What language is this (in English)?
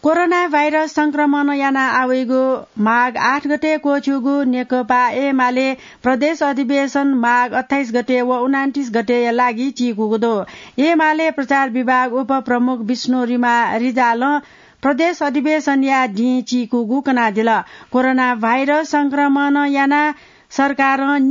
Newari